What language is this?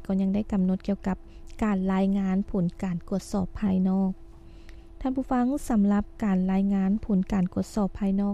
Lao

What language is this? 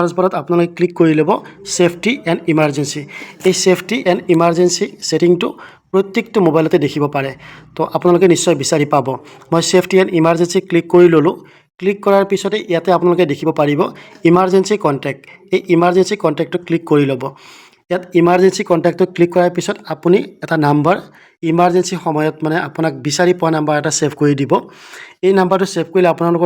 Assamese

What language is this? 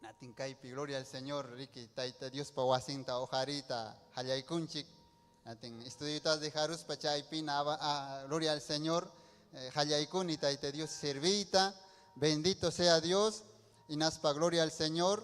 Ayacucho Quechua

